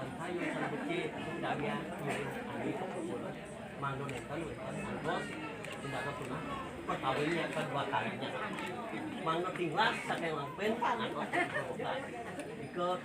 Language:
Balinese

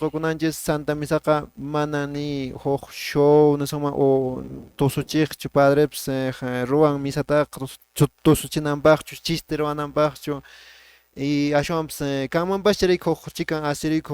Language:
Quechua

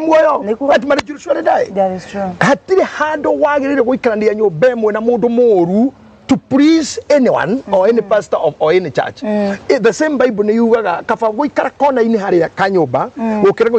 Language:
Kikuyu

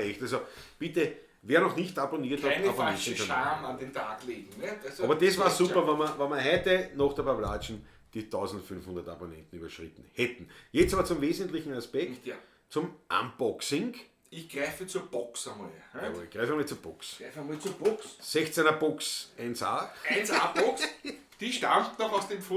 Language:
Bavarian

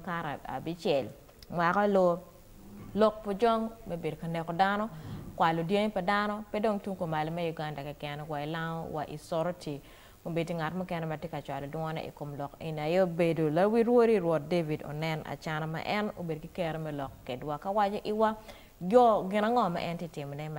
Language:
Acoli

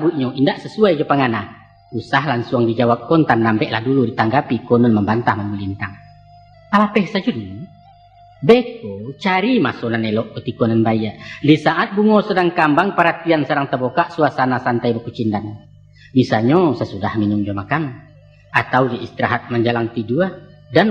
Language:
Minangkabau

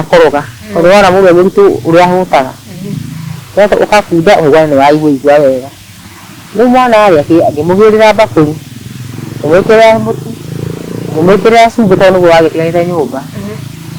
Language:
Kikuyu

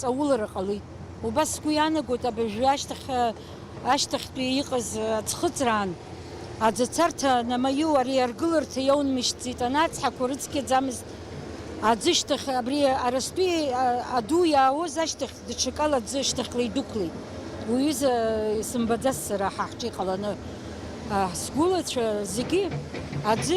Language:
Abkhazian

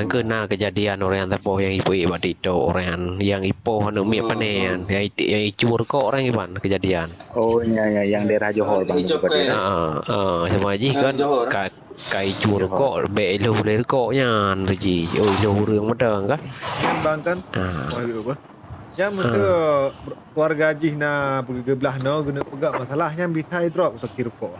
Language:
Achinese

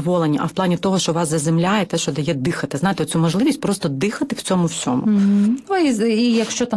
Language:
Ukrainian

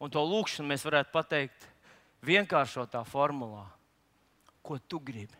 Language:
Latvian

